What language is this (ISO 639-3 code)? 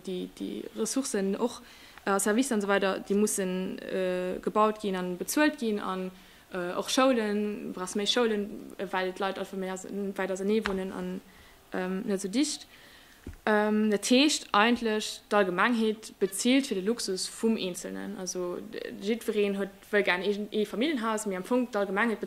ltz